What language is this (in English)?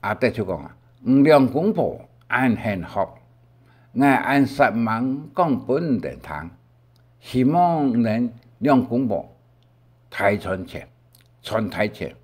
Hakka Chinese